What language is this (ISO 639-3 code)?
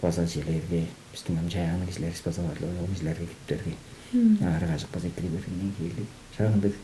tyv